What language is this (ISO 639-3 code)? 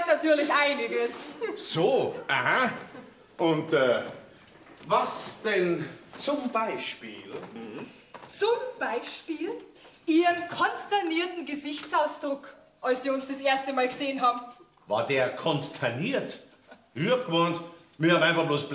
bar